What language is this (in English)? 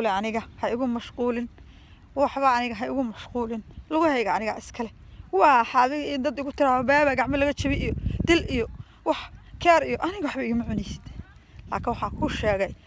Somali